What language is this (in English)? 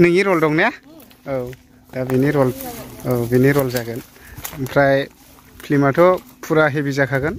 Bodo